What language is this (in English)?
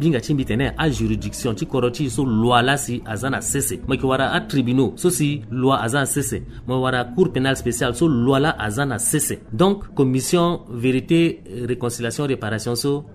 Sango